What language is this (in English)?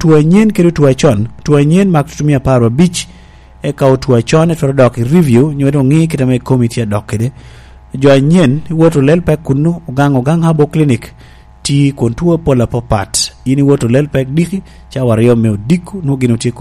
Lango (Uganda)